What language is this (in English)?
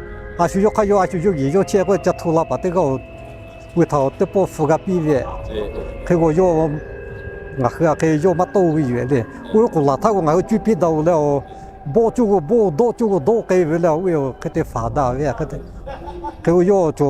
Lahu